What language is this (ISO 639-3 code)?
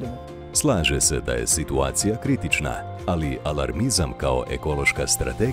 hrv